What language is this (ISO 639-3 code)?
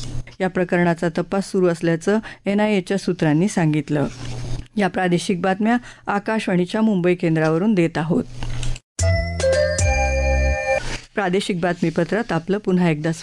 mar